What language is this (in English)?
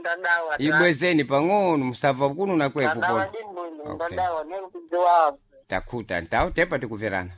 Sena